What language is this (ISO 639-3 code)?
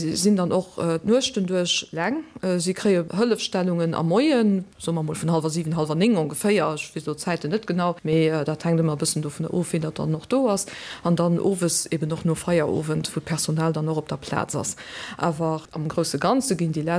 ltz